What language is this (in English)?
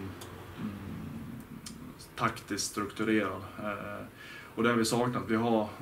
Swedish